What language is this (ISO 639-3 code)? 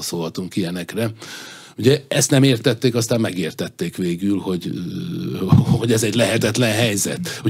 hun